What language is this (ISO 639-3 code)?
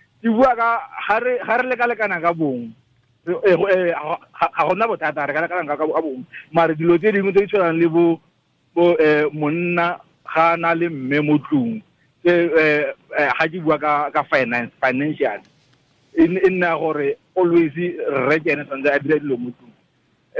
tsn